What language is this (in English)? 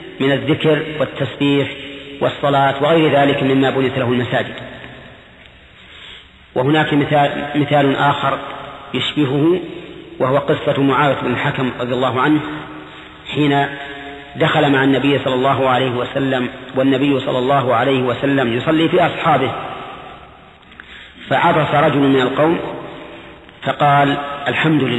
Arabic